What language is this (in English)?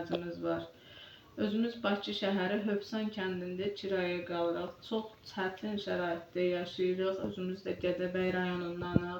Azerbaijani